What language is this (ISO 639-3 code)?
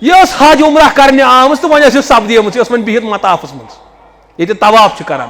kas